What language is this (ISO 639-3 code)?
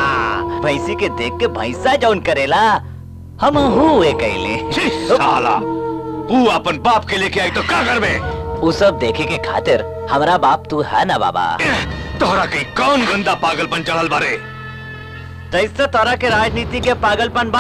bho